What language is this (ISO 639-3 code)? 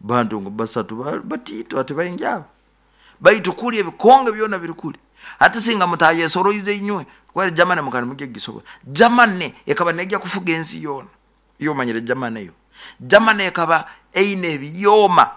nyo